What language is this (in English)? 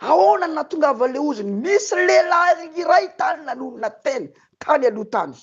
Malagasy